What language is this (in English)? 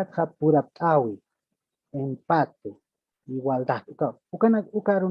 Aymara